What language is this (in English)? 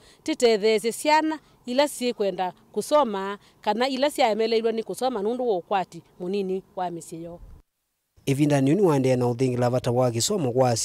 Kamba